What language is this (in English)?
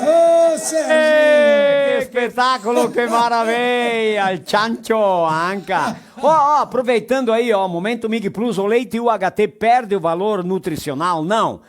Venetian